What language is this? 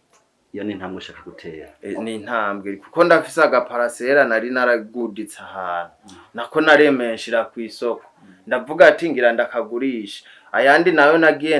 Rundi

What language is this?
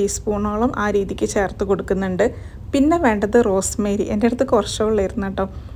Malayalam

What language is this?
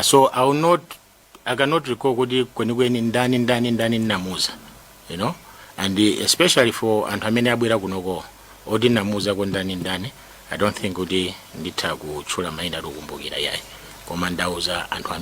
Nyanja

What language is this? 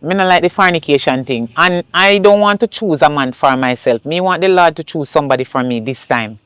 Jamaican Creole English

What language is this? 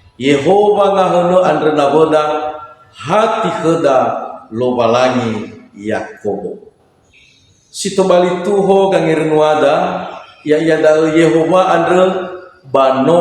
Nias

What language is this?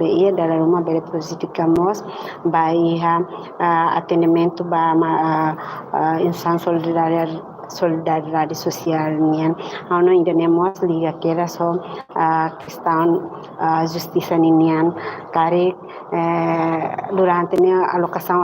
Tetum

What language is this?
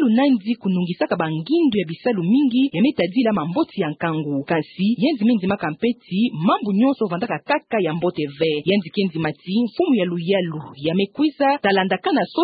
Kituba (Democratic Republic of Congo)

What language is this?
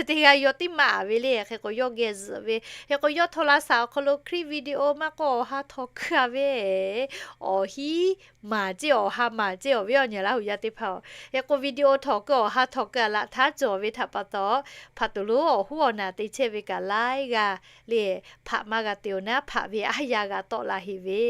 Lahu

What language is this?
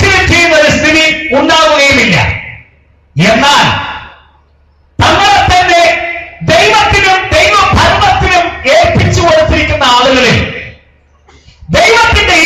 Malayalam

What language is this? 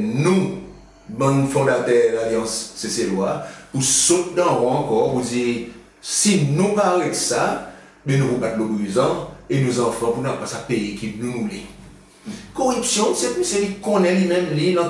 Seselwa Creole French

